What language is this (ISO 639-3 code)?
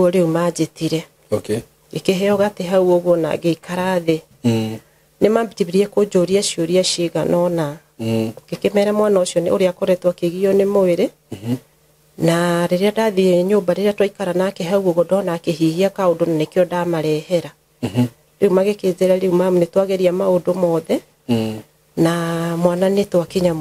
kik